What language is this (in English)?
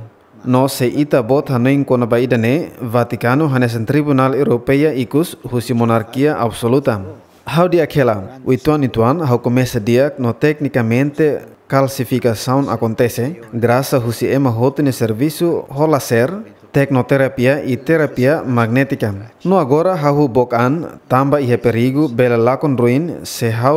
Tetum